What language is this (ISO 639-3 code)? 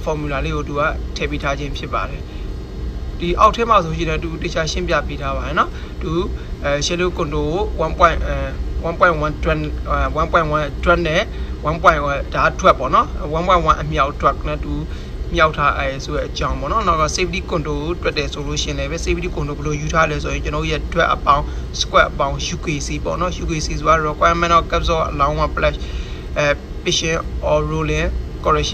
mya